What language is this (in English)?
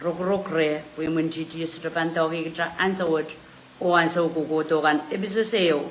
Pohnpeian